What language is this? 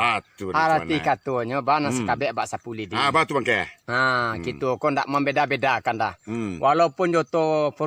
Minangkabau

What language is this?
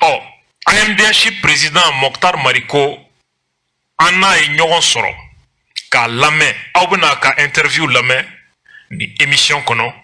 Bambara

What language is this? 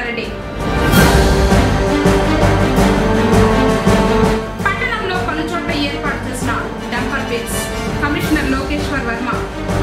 Telugu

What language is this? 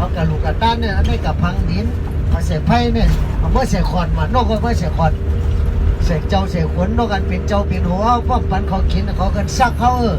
Shan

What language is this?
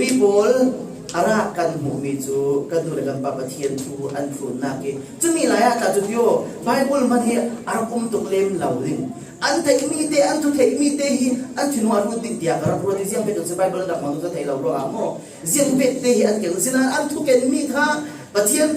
Falam Chin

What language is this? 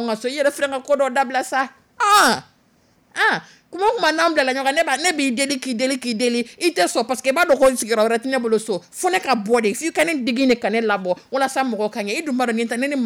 Dyula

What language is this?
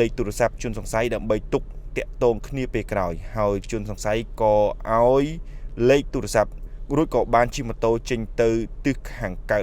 Khmer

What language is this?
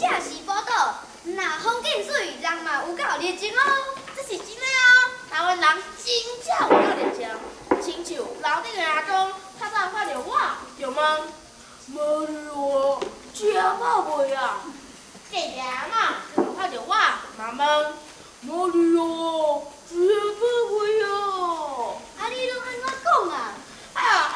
Min Nan Chinese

